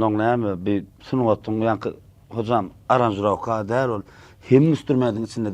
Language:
Turkmen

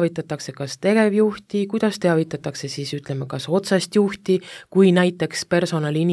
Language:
Estonian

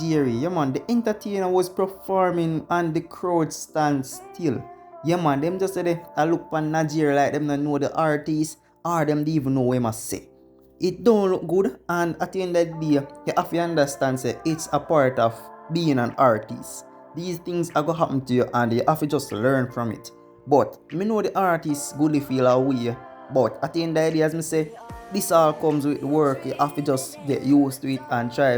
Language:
Jamaican Creole English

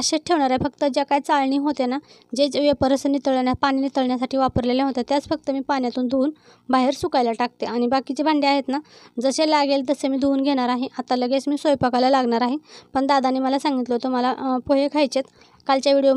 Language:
Marathi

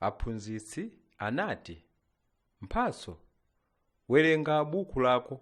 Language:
Nyanja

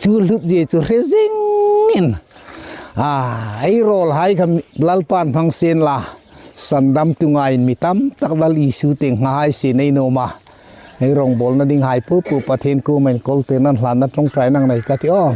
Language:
Hmar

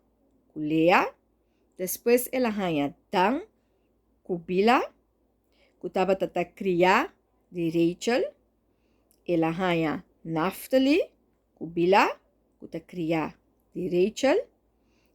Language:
Papiamento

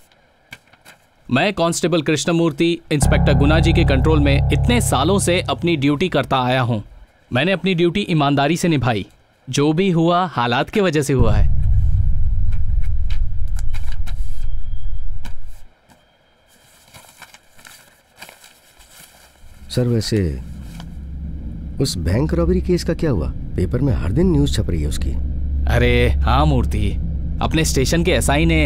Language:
Hindi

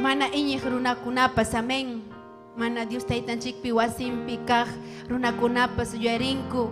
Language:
Ayacucho Quechua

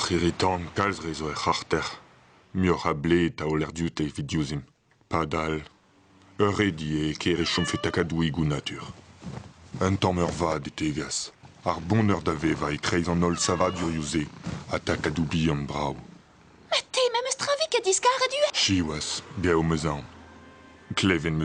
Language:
Breton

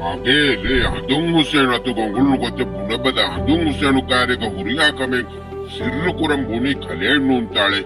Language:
Divehi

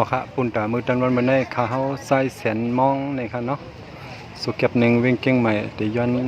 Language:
Shan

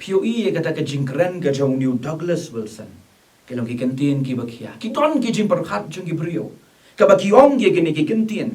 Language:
Khasi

